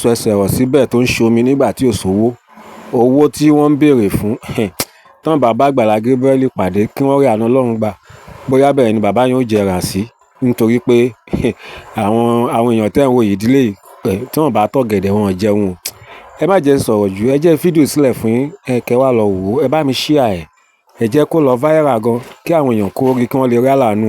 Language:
Yoruba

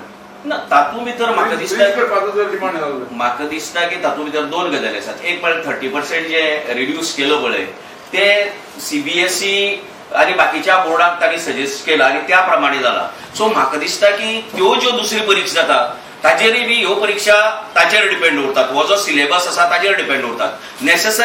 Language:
Konkani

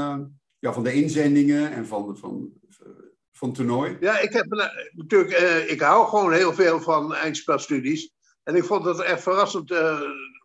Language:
Dutch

